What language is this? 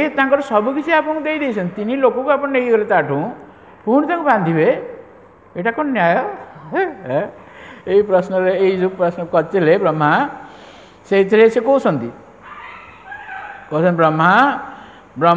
Odia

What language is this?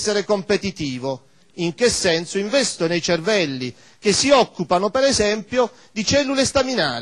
Italian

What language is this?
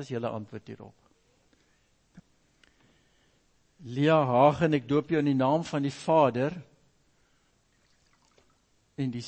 Afrikaans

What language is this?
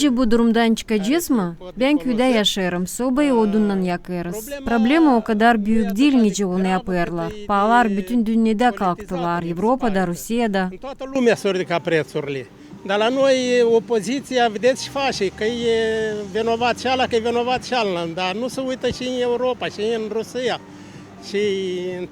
Gagauz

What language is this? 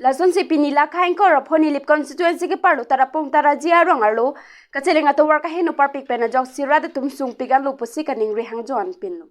Karbi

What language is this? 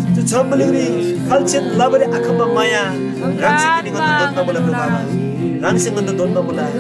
Eastern Tamang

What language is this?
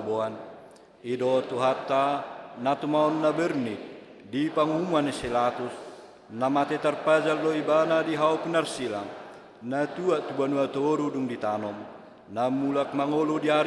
Batak Toba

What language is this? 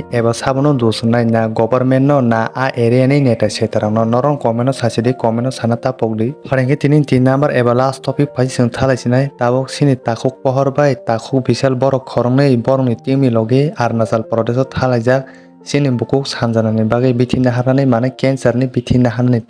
Kok Borok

